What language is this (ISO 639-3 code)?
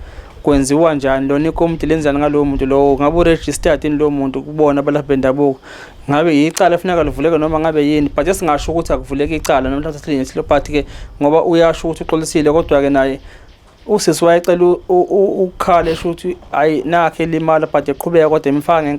zul